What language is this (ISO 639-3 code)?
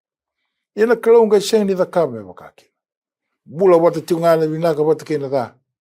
fij